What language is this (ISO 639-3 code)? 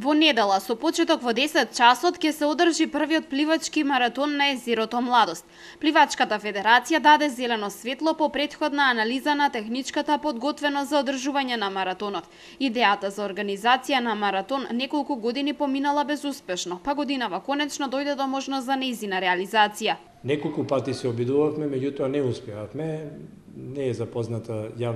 mkd